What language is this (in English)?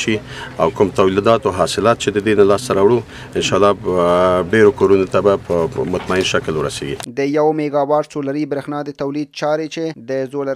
Pashto